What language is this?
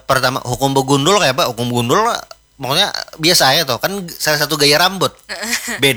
Banjar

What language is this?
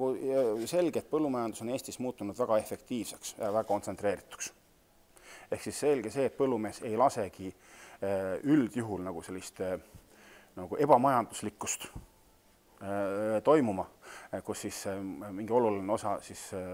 Estonian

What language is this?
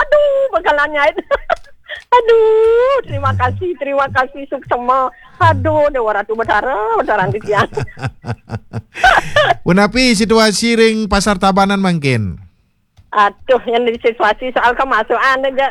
Balinese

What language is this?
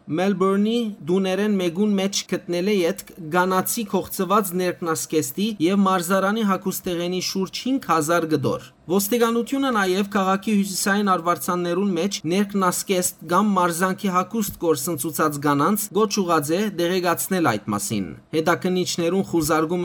Western Armenian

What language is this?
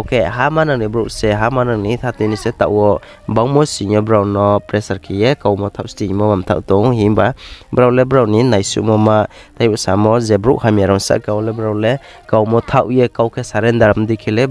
Riang (India)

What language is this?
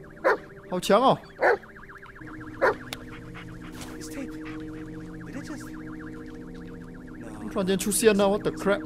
Chinese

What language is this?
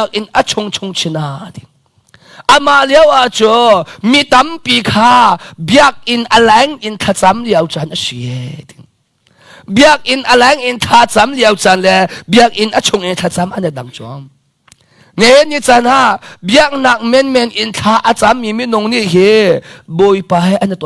Hakha Chin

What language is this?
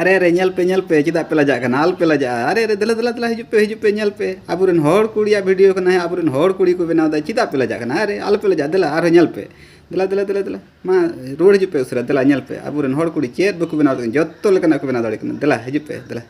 Santali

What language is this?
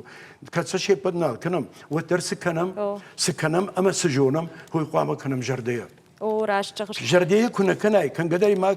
Ossetic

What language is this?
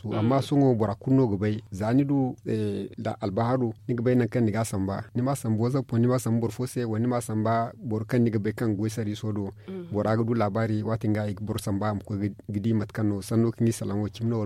Zarma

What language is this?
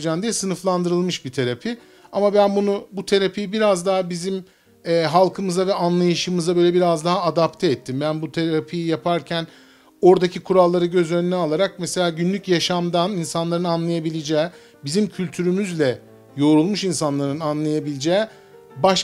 Turkish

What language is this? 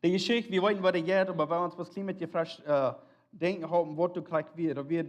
Plautdietsch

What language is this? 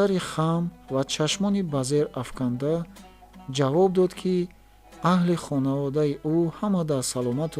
Tajik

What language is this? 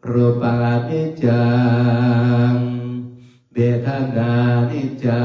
Pali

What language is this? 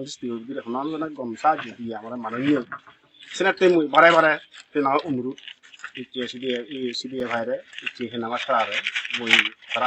Chakma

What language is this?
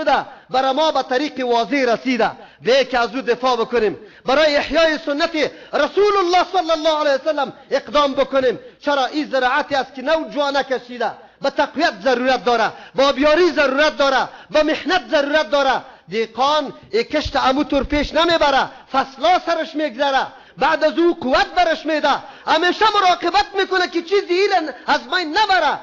Persian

